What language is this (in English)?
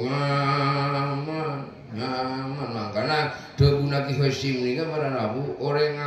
Madurese